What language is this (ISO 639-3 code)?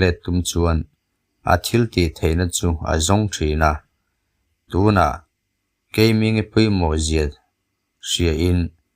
lus